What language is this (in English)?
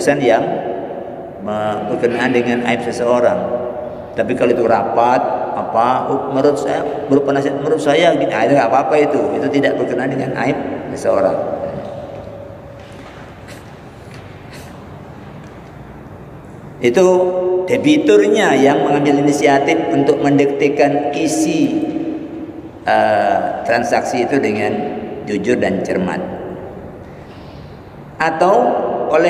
Indonesian